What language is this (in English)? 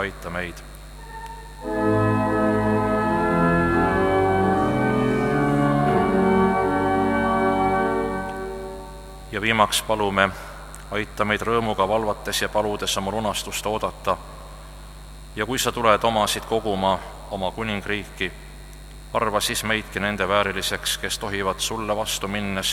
Estonian